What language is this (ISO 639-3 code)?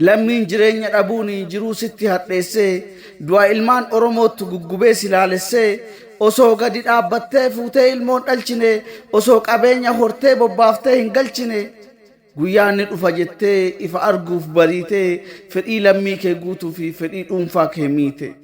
orm